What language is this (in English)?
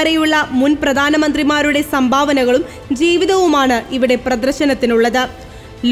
Malayalam